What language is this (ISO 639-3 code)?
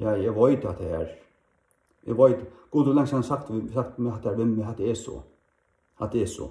fao